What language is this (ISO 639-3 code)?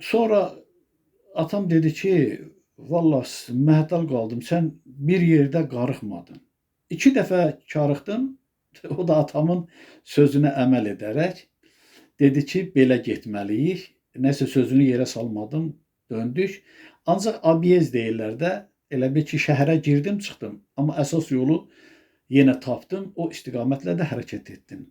aze